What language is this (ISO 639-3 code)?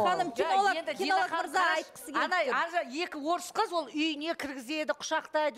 kaz